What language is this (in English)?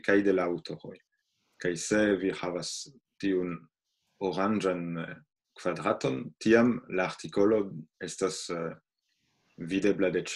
Esperanto